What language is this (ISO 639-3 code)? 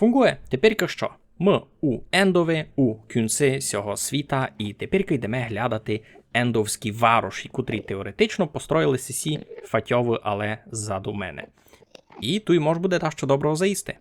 rue